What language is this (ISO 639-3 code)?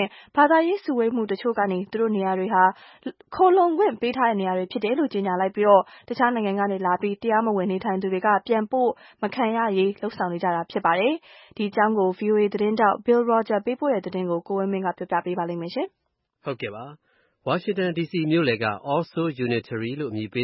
mya